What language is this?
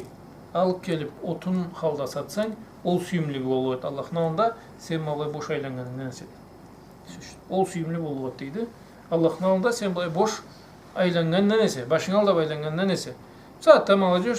Karachay-Balkar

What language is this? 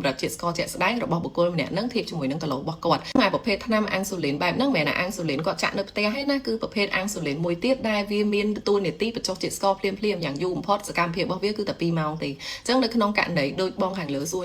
Khmer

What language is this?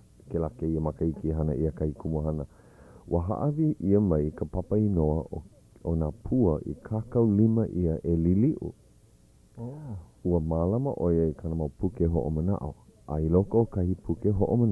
Hawaiian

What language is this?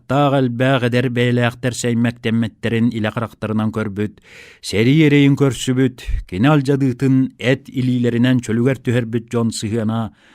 Yakut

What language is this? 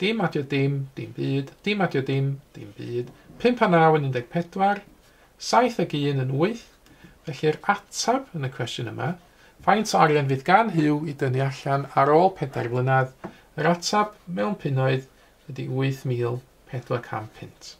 Welsh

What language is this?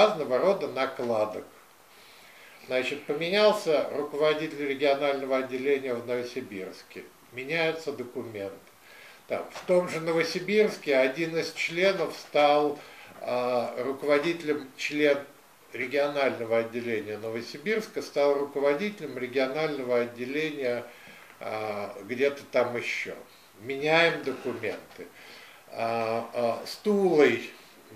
Russian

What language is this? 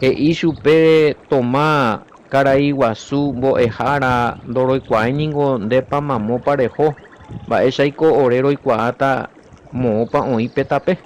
Guarani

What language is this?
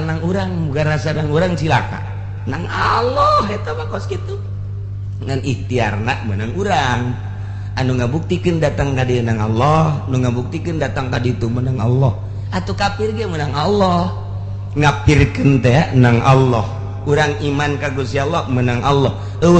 Sundanese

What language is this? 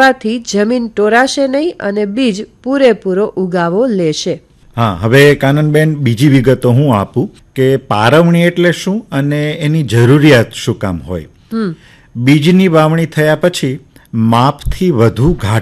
Gujarati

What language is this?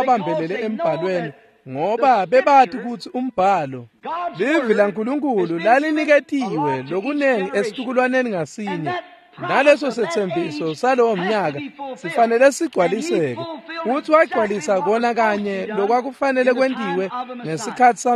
Swati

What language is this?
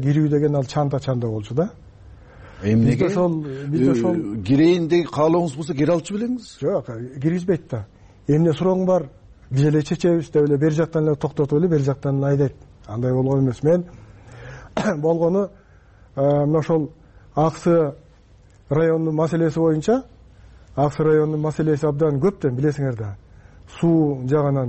Kyrgyz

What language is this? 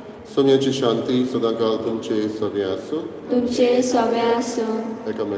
Konkani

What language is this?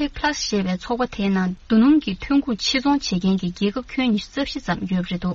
Tibetan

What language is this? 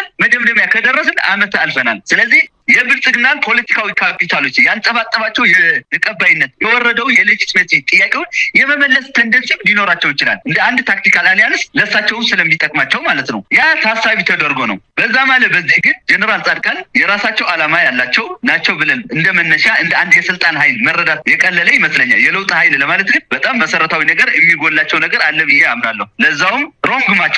Amharic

